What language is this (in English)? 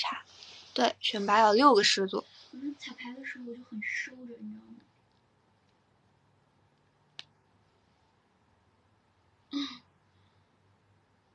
Chinese